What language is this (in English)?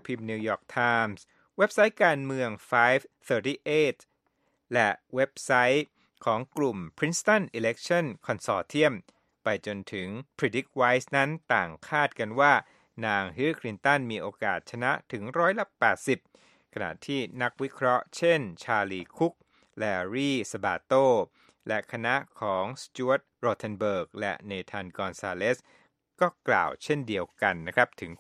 Thai